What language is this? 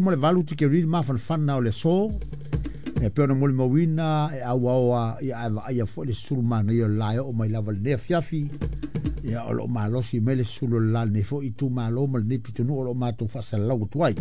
Samoan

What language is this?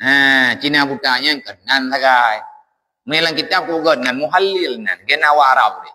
Achinese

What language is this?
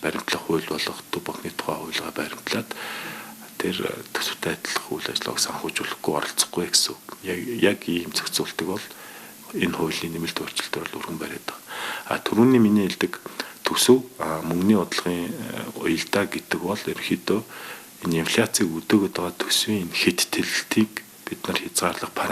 Mongolian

